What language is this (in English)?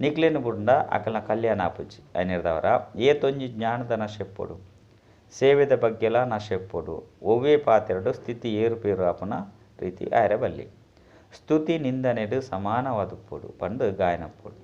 Tulu